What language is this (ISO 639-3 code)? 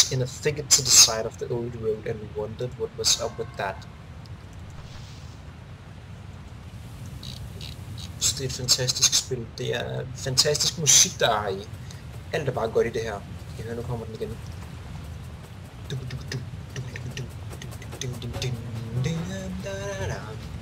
dan